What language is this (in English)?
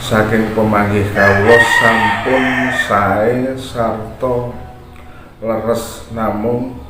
Javanese